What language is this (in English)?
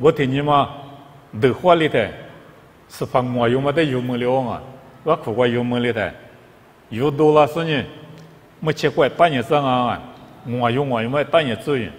Lisu